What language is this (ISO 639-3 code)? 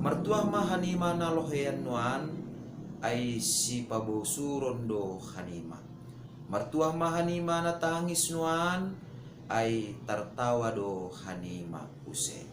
bts